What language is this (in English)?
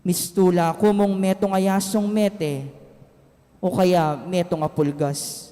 Pampanga